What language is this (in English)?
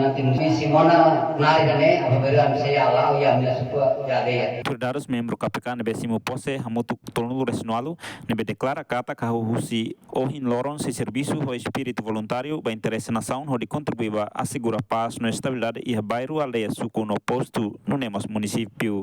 Tetum